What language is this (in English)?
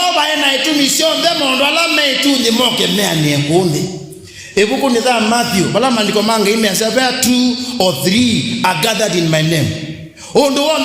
Kamba